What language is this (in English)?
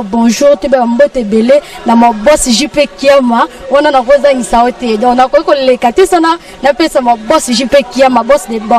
Lingala